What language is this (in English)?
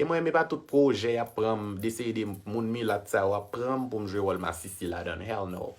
Haitian Creole